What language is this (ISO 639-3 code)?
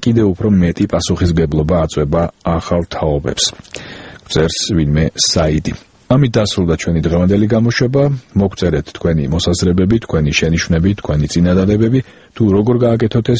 kat